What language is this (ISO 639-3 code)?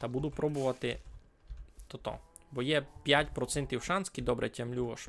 rue